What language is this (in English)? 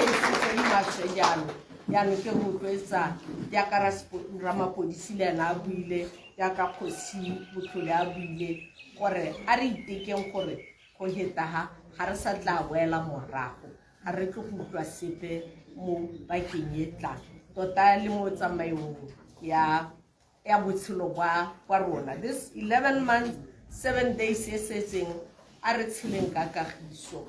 Tswana